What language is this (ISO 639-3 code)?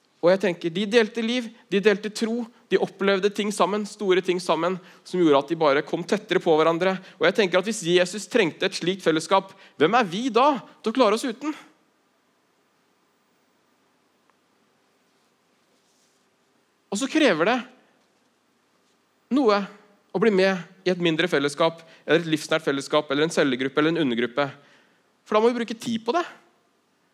nor